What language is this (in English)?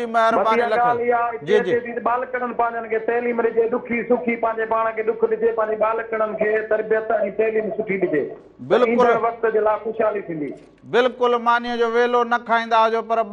Sindhi